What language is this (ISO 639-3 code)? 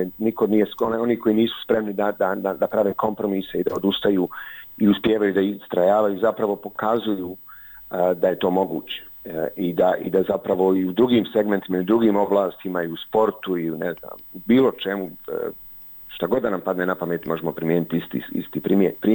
bos